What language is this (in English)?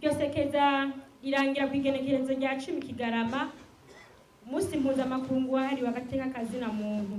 Rundi